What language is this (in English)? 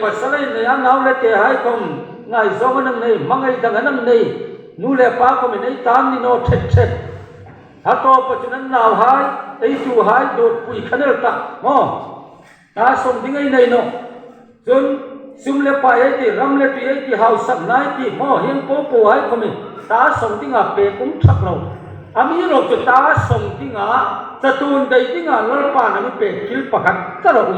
Hmar